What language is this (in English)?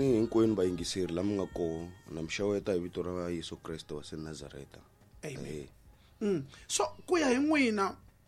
Tsonga